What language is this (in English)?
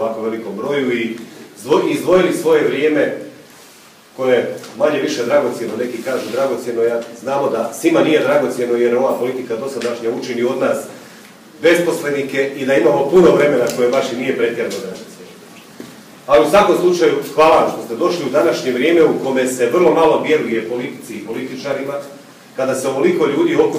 Croatian